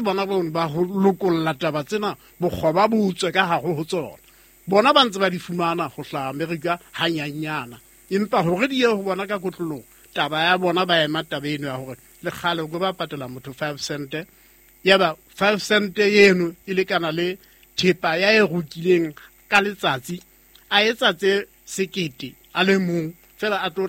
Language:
Southern Sotho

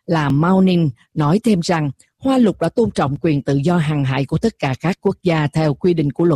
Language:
Vietnamese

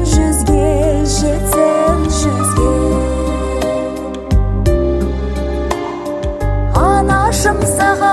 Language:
Kazakh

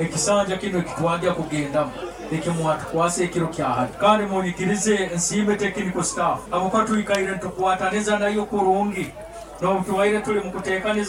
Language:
Nyoro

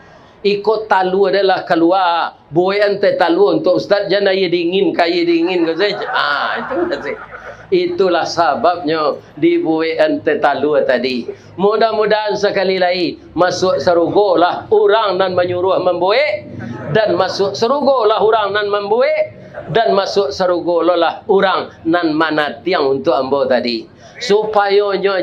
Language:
Minangkabau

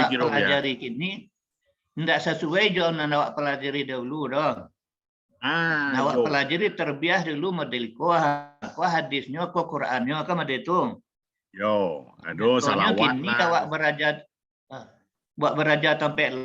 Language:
Minangkabau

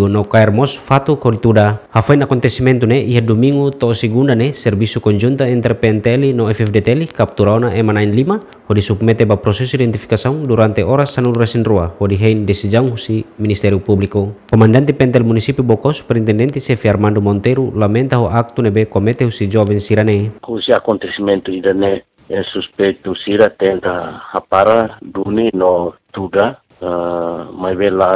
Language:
Tetum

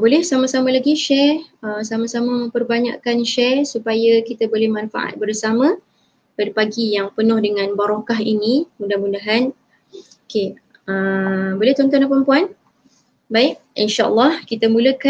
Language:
Malay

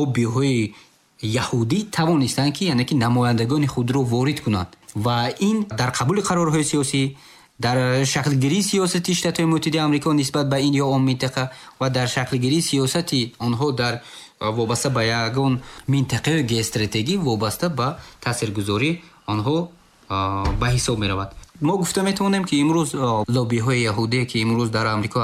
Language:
Tajik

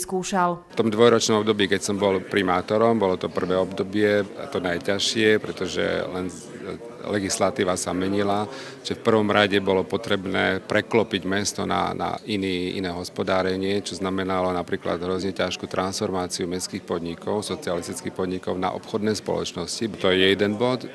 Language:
Slovak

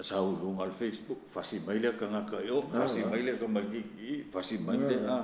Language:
Samoan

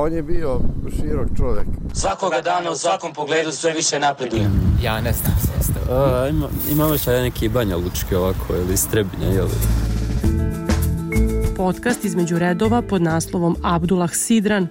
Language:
Bosnian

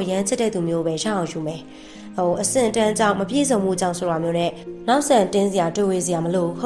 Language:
Burmese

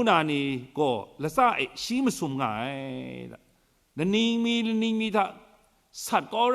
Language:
Kachin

